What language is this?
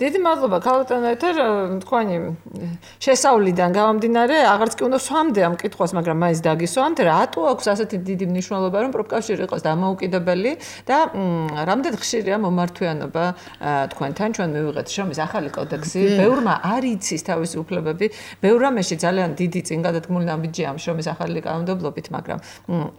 Georgian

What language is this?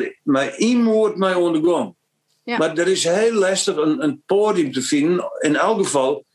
Western Frisian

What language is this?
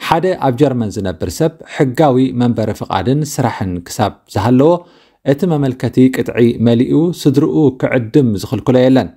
Tigrinya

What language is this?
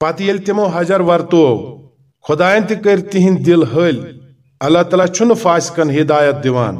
Kashmiri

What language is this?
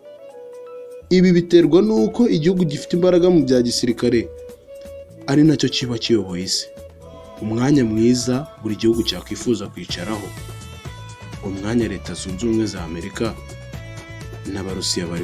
Kinyarwanda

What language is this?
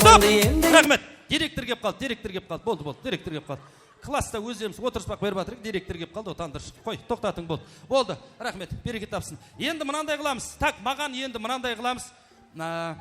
Kara-Kalpak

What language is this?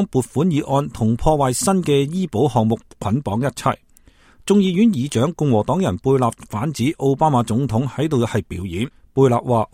Cantonese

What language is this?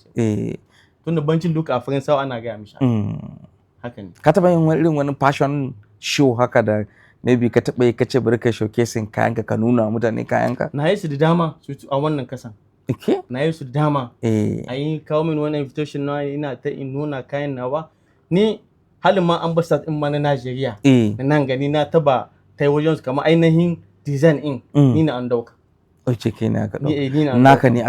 Hausa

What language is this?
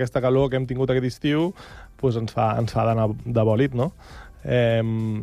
Catalan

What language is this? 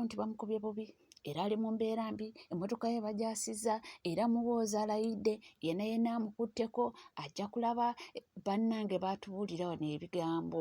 Ganda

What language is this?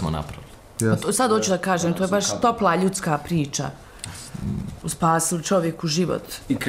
Bosnian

